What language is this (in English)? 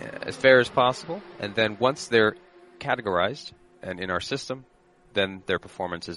English